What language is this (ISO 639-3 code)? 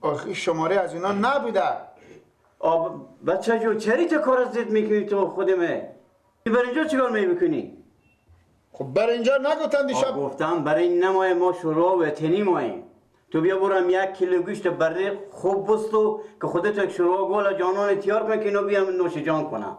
fas